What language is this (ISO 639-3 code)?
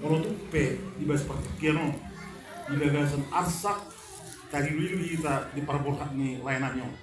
bbc